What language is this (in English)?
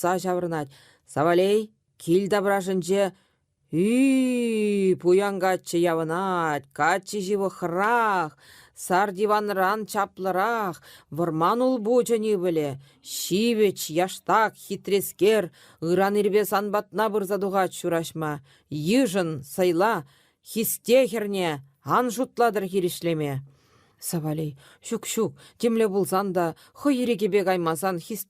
Chuvash